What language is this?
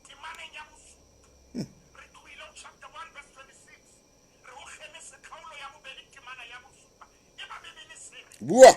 Southern Sotho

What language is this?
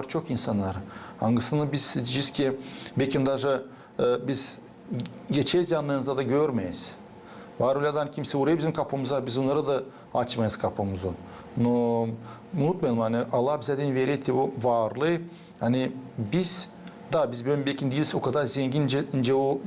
Gagauz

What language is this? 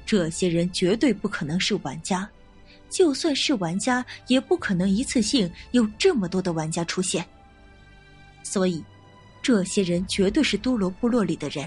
Chinese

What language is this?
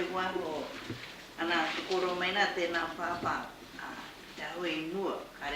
Māori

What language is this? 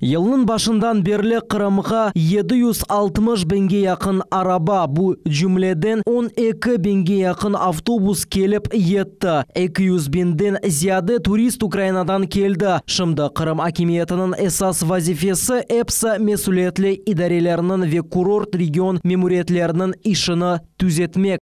Crimean Tatar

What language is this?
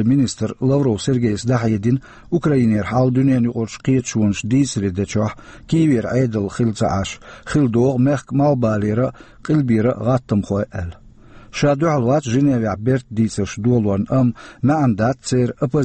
Chechen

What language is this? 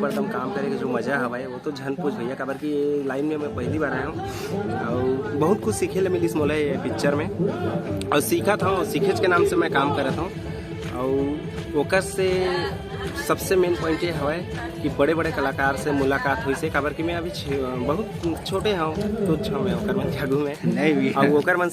Chhattisgarhi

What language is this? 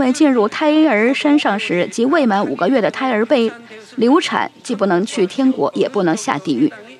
Chinese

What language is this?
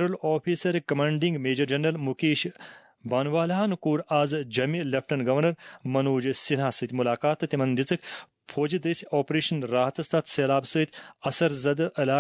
Kashmiri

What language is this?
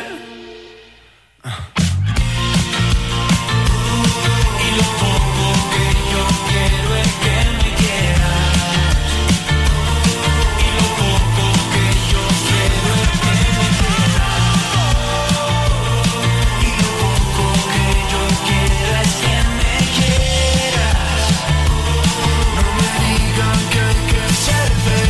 Spanish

